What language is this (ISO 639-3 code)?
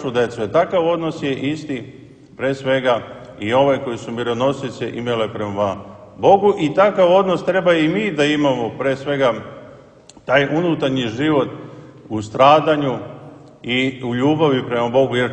srp